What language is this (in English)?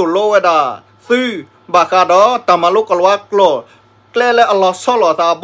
S'gaw Karen